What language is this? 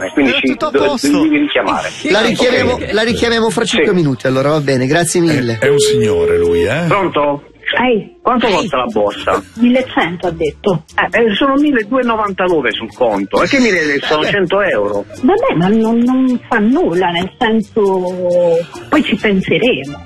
Italian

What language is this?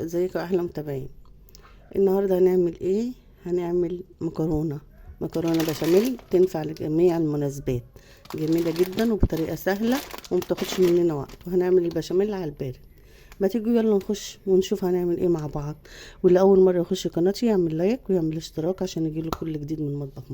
Egyptian Arabic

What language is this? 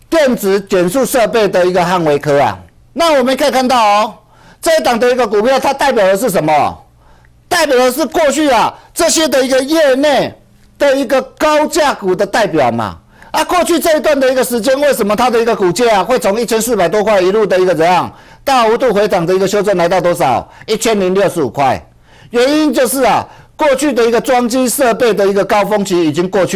Chinese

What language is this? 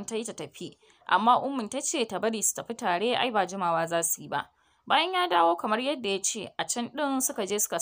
Hausa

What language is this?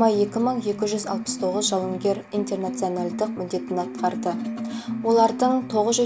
Kazakh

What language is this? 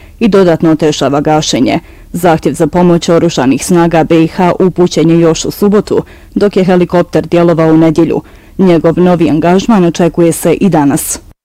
Bosnian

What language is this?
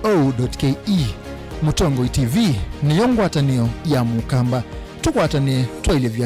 Kamba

